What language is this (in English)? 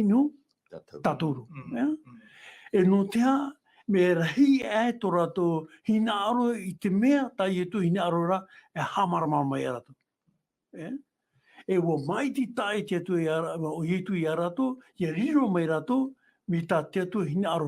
Tahitian